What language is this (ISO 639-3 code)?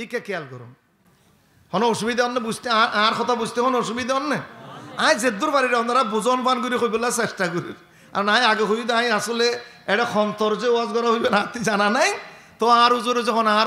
rhg